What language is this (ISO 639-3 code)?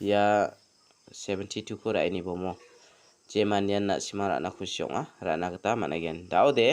grt